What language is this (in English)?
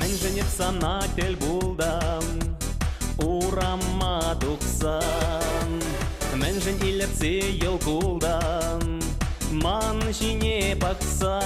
Chuvash